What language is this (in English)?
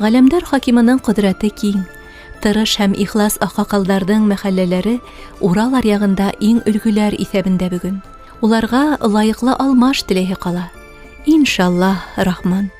Bashkir